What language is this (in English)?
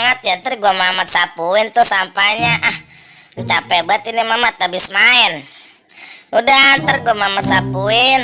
Betawi